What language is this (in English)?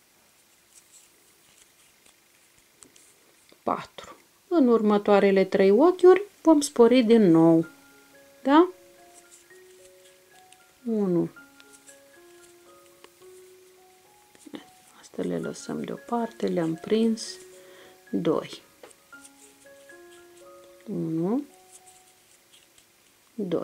Romanian